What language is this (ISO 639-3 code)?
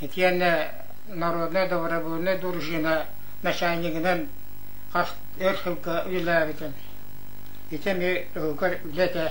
sah